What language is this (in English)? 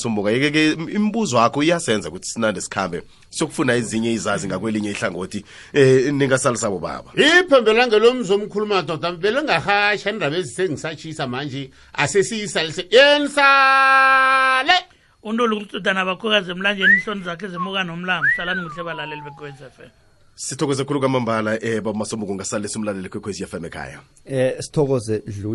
South Ndebele